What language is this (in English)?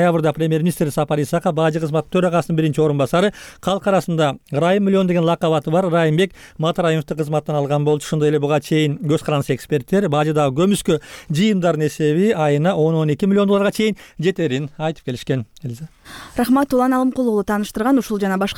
Kyrgyz